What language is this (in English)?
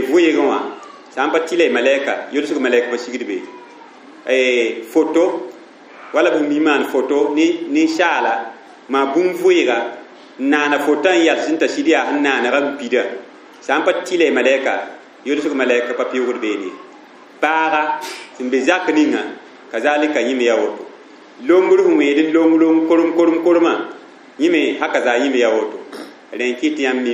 Mossi